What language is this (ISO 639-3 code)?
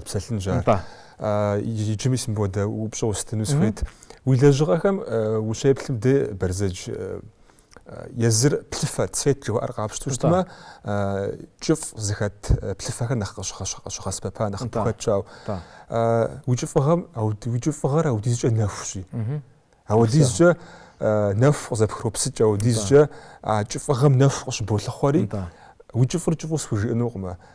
kbd